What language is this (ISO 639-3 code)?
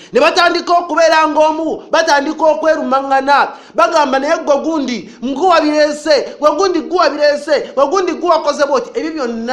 lug